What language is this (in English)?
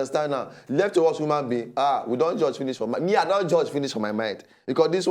Nigerian Pidgin